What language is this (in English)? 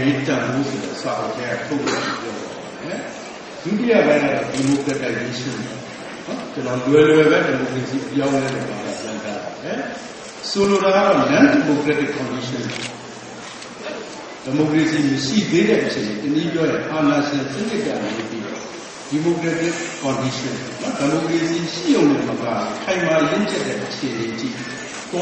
Burmese